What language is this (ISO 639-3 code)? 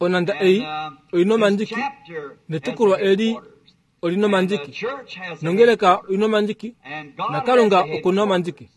kua